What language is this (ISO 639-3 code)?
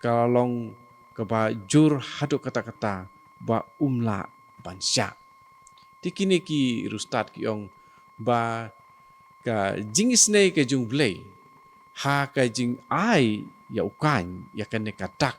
kha